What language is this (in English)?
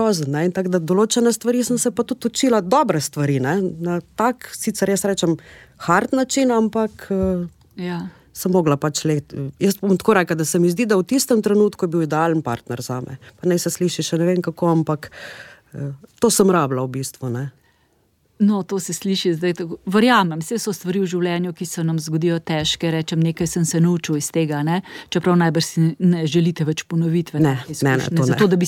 Slovenian